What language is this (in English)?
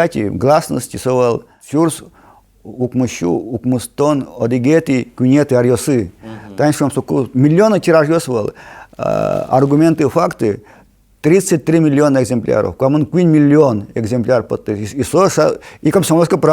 Udmurt